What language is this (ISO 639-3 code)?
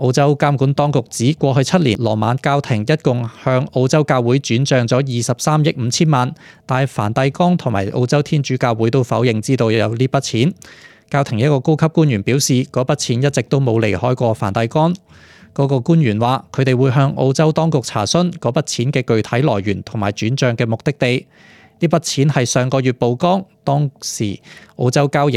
yue